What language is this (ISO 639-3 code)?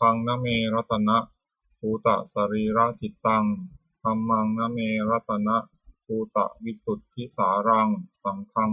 pli